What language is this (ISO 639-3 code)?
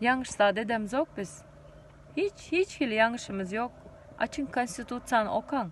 tuk